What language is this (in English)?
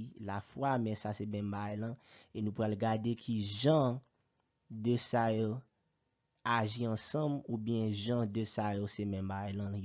Haitian Creole